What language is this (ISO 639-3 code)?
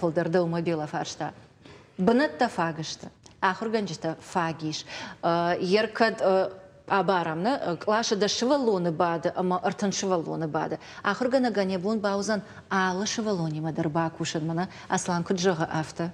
oss